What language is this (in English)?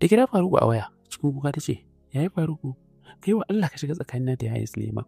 Hausa